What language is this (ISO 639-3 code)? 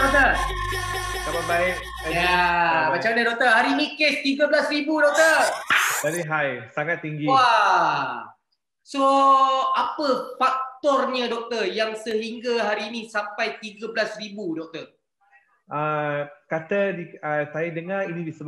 msa